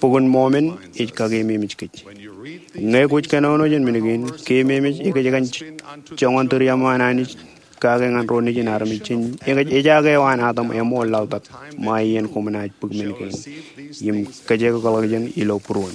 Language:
Marshallese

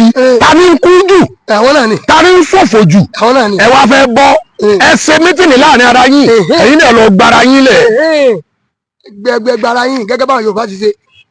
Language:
Yoruba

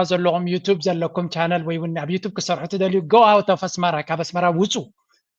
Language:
Tigrinya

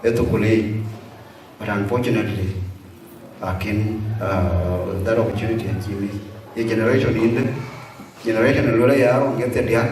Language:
Dinka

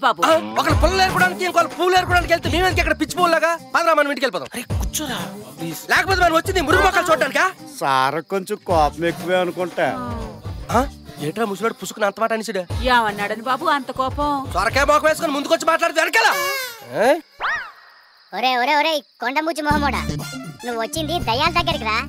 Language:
Telugu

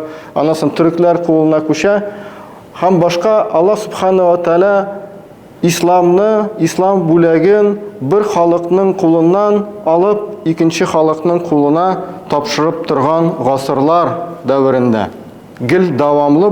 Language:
Tatar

